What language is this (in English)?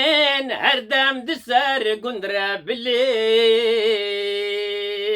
Kurdish